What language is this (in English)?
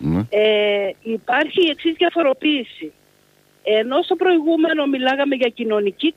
Greek